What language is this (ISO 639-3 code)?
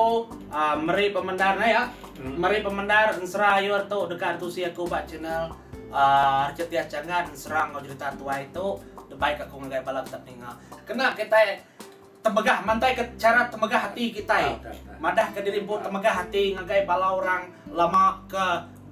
iba